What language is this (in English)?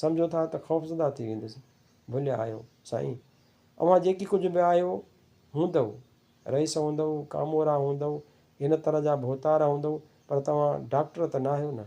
Sindhi